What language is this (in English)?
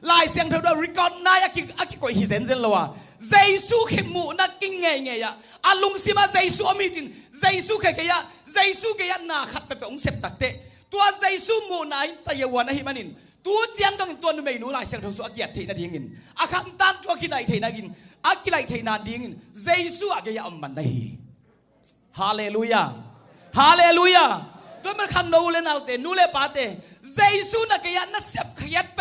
Tedim Chin